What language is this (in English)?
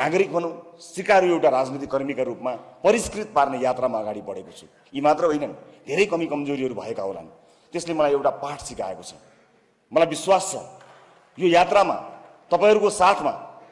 Nepali